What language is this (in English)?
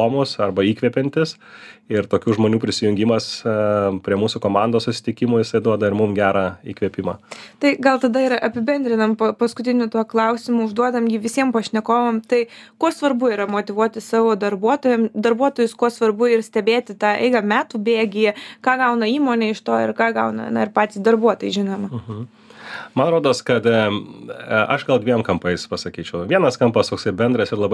Lithuanian